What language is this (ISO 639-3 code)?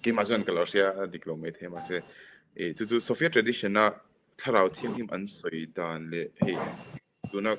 lus